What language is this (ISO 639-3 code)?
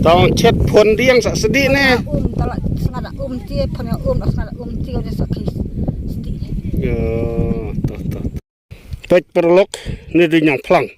kha